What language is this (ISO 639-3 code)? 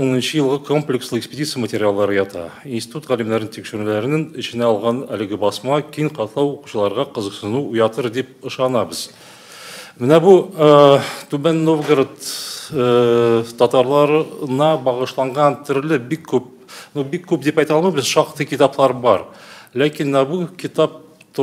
tat